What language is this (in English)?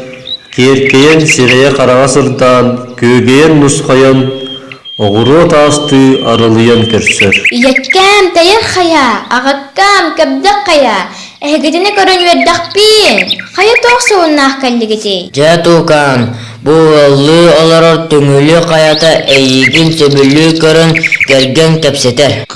Yakut